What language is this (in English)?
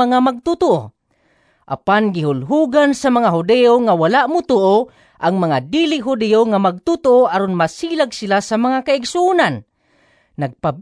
Cebuano